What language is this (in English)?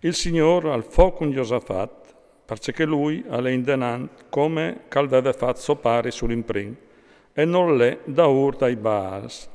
Friulian